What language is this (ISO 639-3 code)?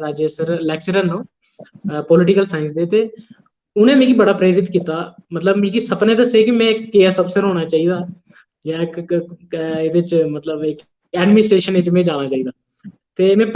doi